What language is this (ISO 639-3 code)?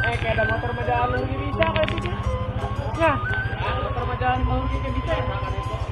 sun